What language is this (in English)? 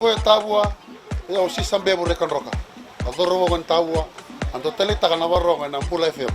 Fijian